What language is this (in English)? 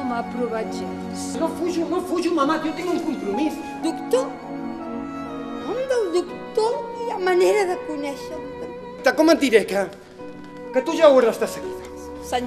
Catalan